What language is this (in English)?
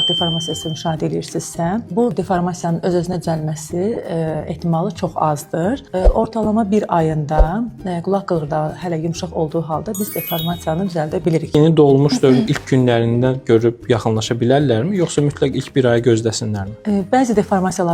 Azerbaijani